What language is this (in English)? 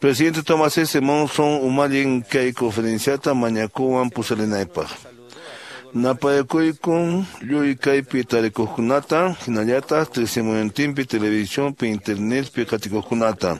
Quechua